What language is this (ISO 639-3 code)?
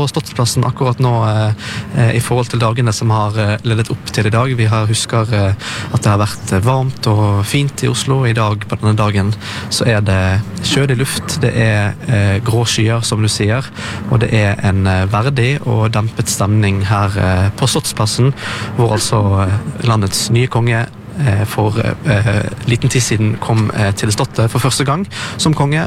nor